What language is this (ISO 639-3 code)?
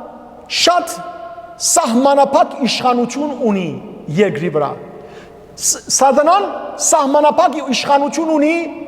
hyw